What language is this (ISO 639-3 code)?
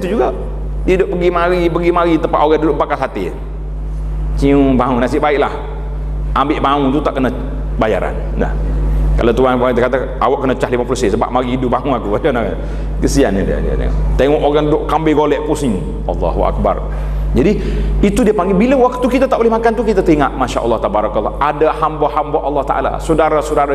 msa